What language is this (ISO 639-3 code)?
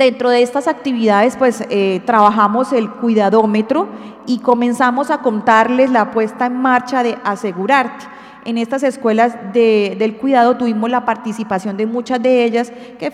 spa